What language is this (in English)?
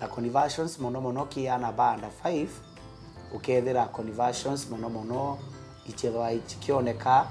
Meru